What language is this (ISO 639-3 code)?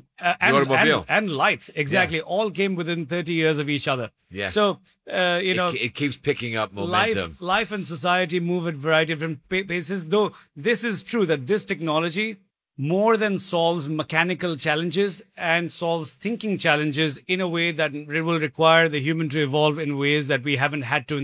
eng